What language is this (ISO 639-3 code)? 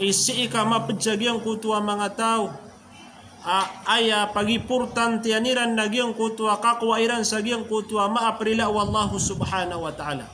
mrw